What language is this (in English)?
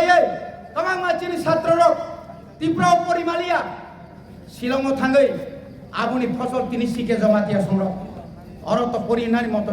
Kok Borok